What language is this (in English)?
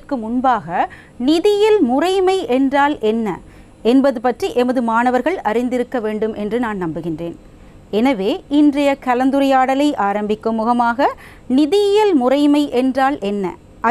Tamil